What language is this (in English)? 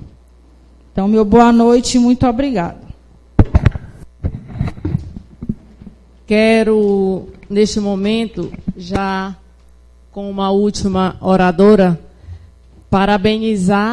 Portuguese